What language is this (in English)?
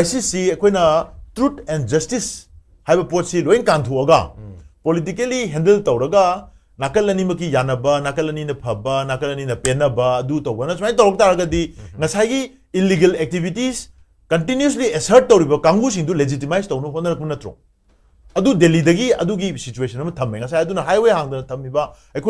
Manipuri